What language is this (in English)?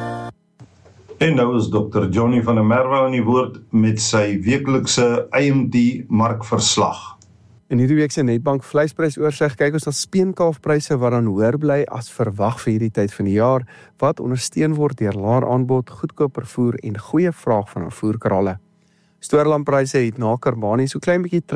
Afrikaans